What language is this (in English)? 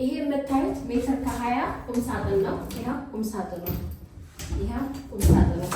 Amharic